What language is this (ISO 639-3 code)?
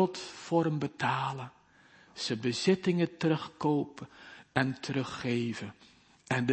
nld